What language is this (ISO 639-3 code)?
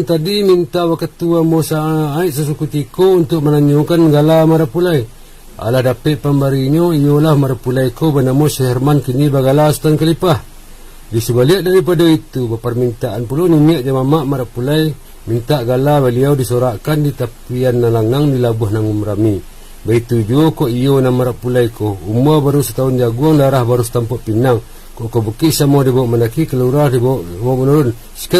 min